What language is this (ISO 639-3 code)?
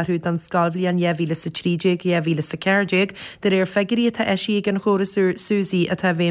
gle